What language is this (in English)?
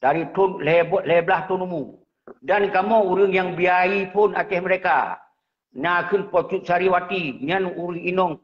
Achinese